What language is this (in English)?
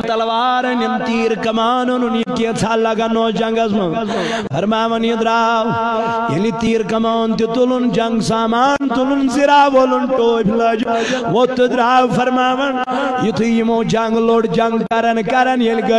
Kashmiri